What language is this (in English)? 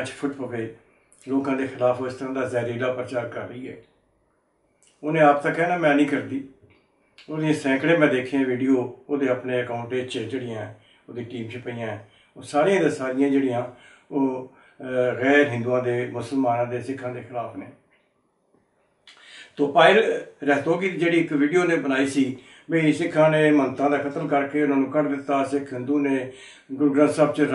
Punjabi